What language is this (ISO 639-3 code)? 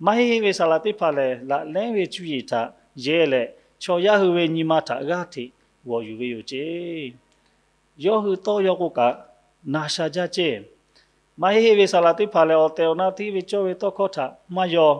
lhu